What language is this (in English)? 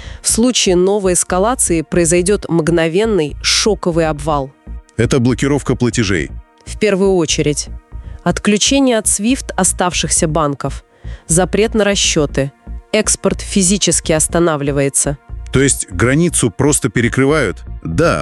Russian